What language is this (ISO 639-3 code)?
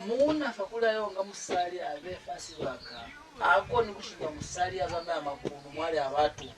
loz